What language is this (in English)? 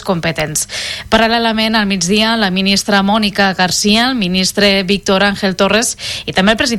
Catalan